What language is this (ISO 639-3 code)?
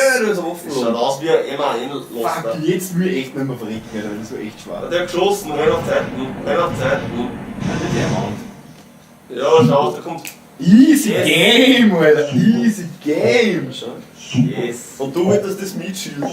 bar